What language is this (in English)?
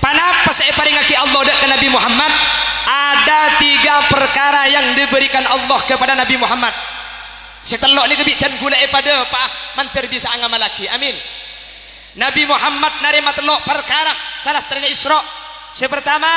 Madurese